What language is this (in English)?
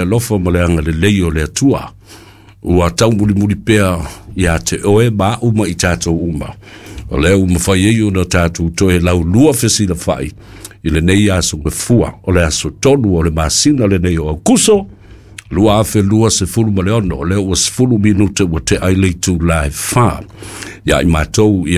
Samoan